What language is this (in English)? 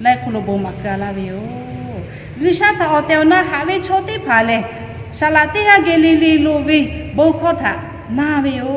Lahu